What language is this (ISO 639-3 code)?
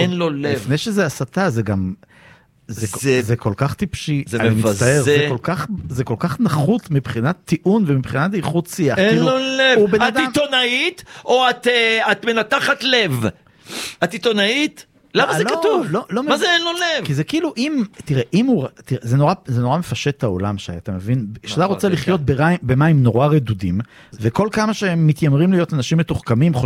heb